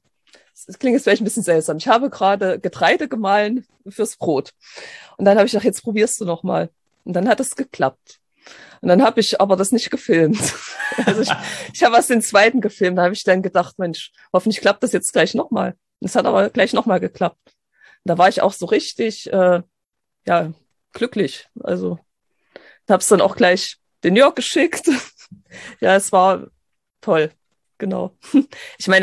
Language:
German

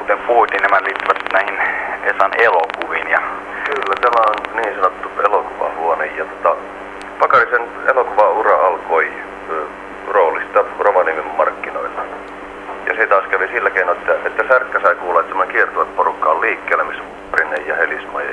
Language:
Finnish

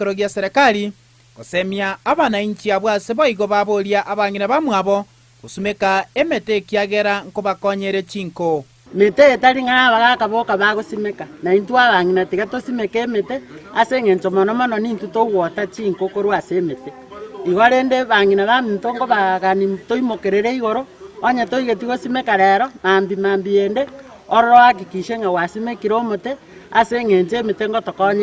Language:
Gusii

